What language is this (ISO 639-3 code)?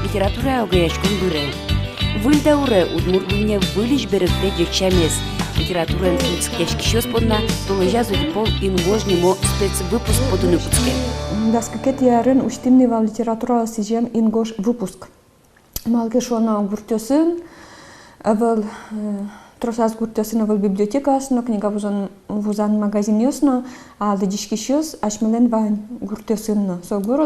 udm